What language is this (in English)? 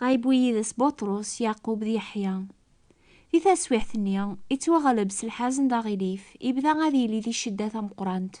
Kabyle